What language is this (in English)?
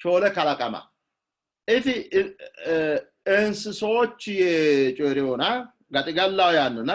Sidamo